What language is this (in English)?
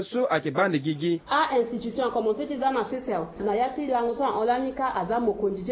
Sango